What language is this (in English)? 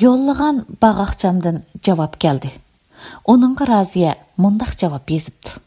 Uyghur